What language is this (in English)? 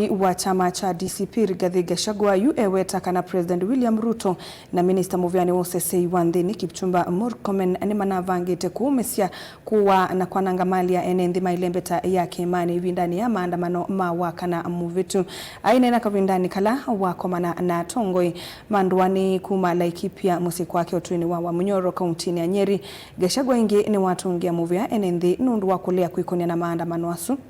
Kamba